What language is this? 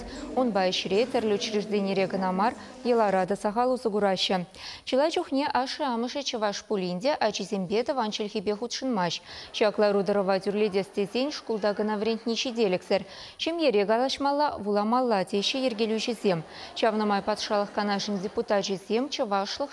Chuvash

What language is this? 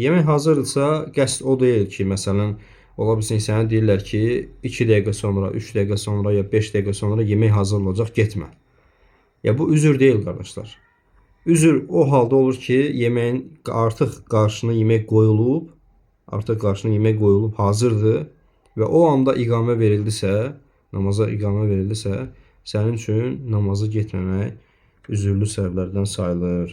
Azerbaijani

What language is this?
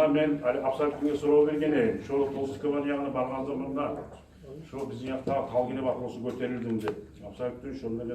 Kumyk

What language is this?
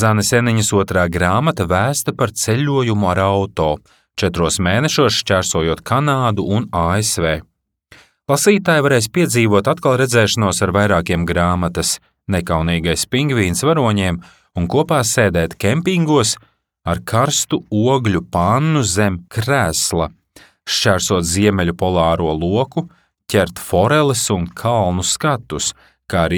Latvian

